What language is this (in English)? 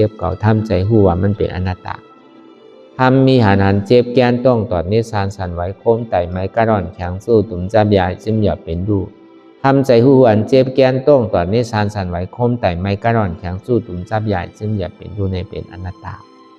Shan